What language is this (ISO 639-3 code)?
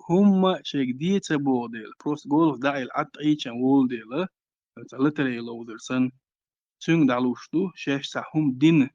che